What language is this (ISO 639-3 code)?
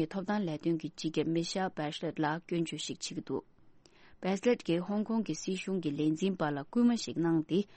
bod